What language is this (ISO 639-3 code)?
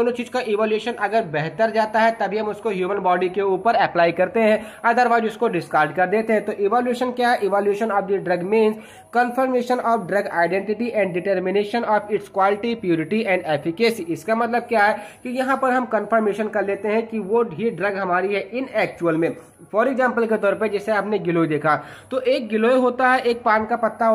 hin